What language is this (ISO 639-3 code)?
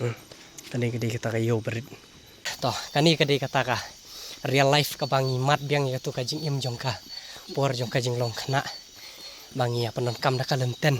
kha